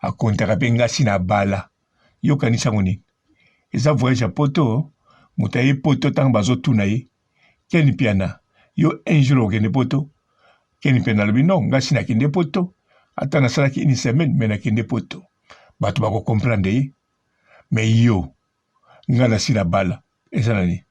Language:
Lingala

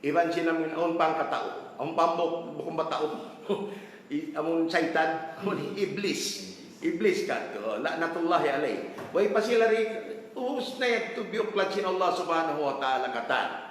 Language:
Tausug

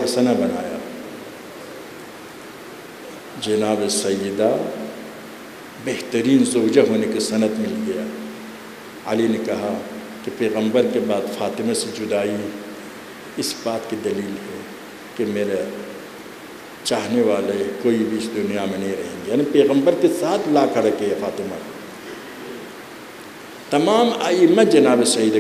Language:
Urdu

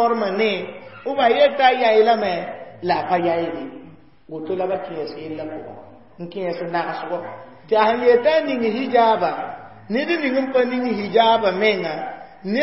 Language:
Mossi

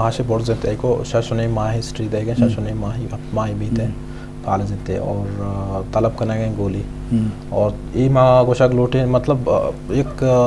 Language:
Eastern Balochi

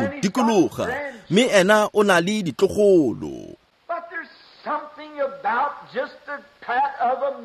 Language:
Tswana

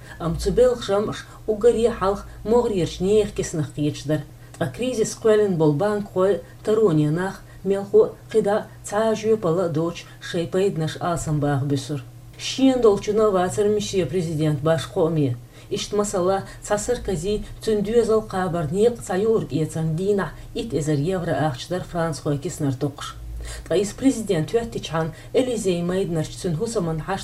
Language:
Chechen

